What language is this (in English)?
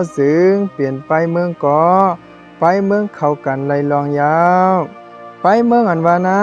Shan